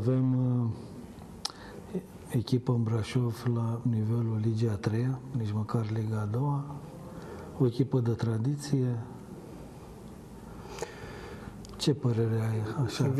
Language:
Romanian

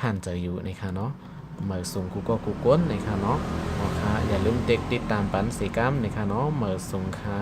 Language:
Shan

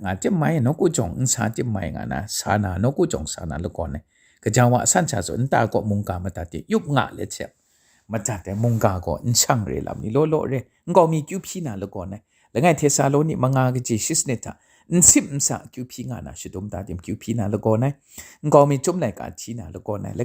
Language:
Kachin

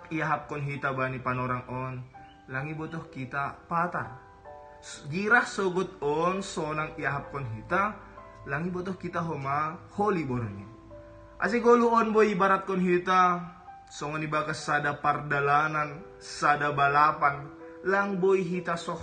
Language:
Batak Simalungun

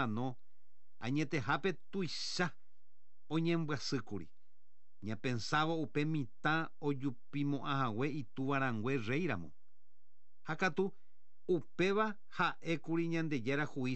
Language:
Guarani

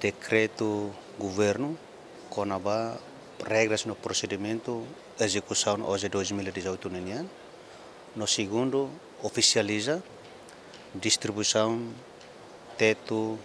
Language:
Tetum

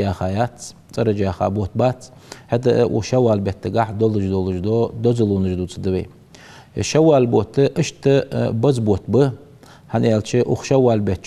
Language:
Ingush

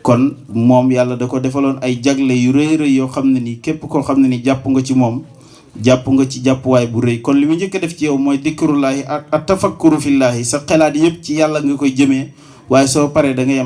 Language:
Wolof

